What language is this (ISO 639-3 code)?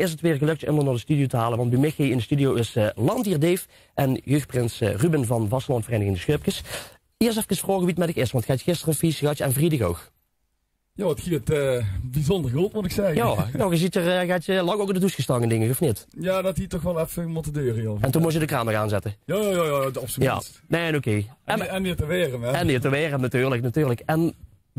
lim